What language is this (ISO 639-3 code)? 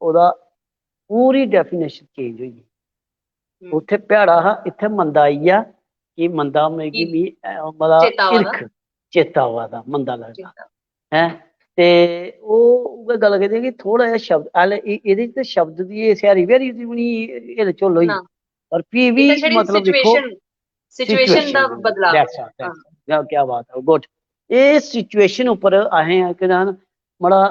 doi